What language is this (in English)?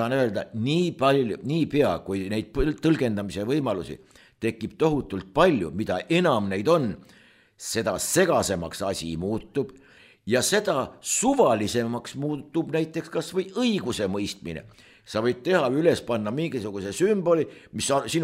Estonian